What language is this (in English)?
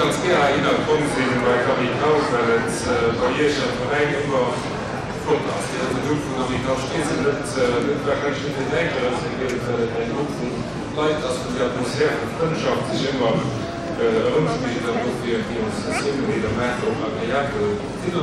Luxembourgish